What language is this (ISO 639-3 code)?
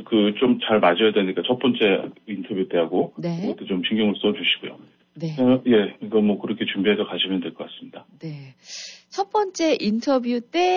kor